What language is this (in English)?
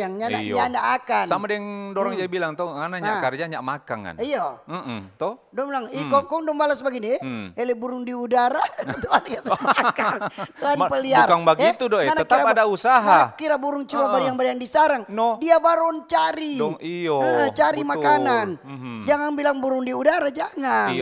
Manado Malay